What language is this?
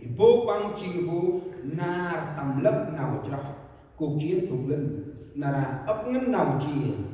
Central Mnong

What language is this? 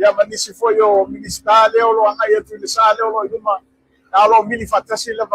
Samoan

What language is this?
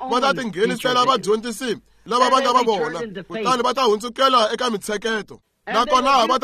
Tsonga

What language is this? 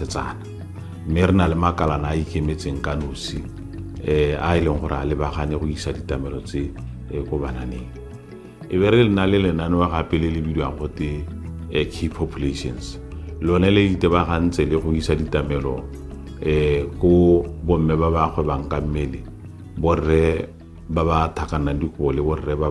Tswana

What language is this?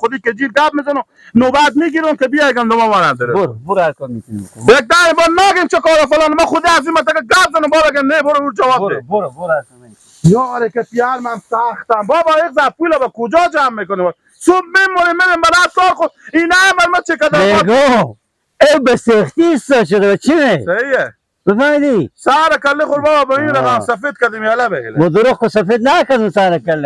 Persian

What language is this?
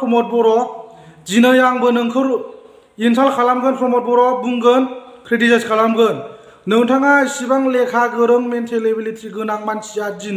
Bodo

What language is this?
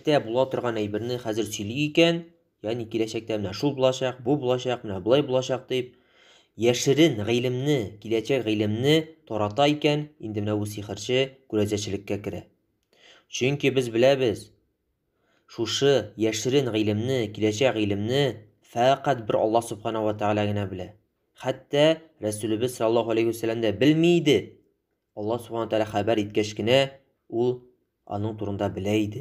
Tatar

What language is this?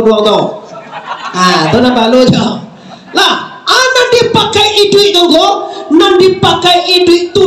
Minangkabau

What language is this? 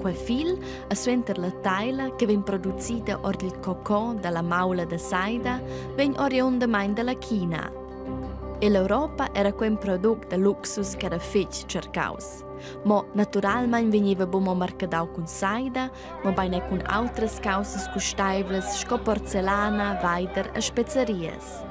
Romansh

